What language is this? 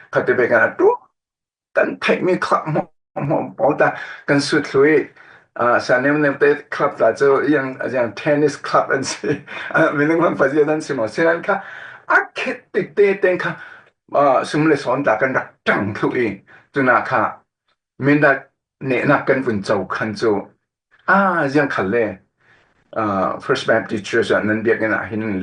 Falam Chin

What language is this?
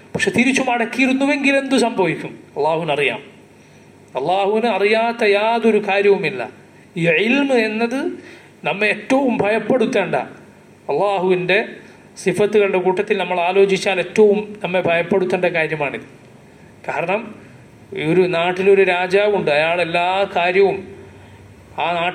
Malayalam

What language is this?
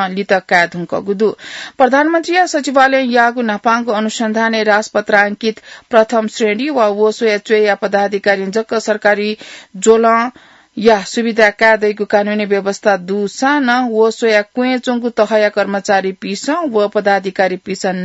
Newari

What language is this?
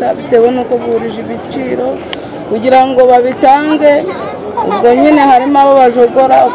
Kinyarwanda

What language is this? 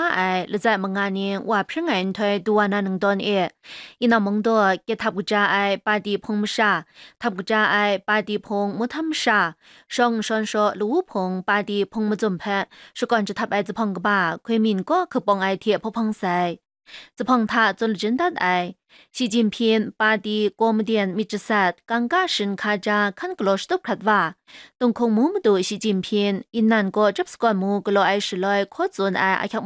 Kachin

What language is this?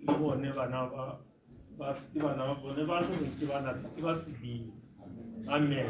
Tswana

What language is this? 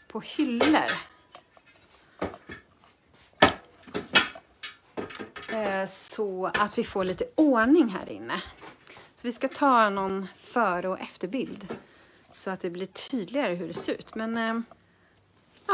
Swedish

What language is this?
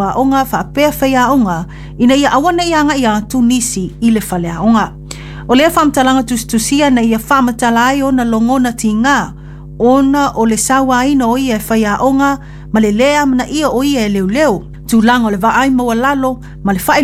Samoan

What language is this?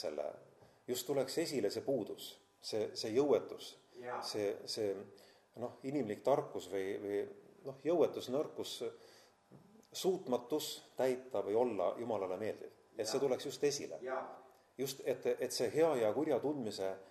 Estonian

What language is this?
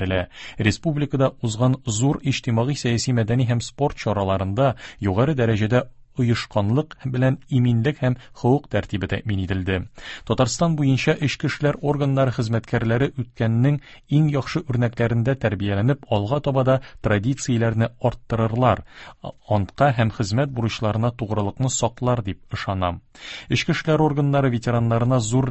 Tatar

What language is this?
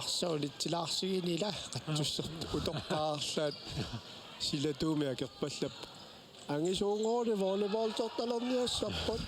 Kalaallisut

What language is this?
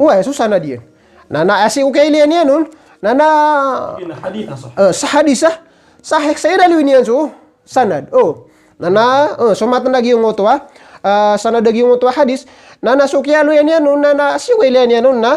Maranao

